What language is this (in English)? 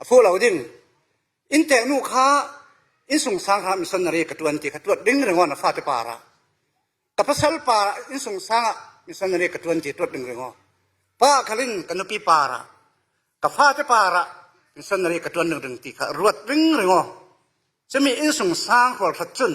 Falam Chin